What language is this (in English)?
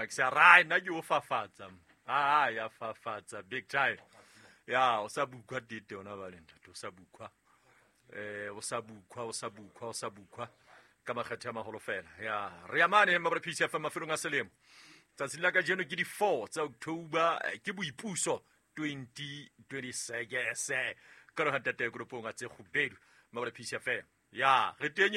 Southern Sotho